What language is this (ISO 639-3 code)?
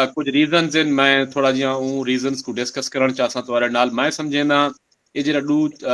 skr